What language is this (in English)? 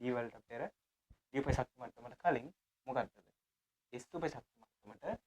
Sinhala